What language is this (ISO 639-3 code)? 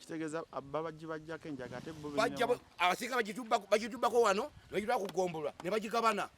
lug